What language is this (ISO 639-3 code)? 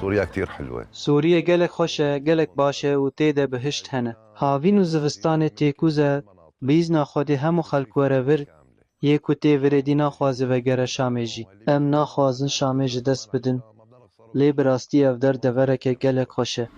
kur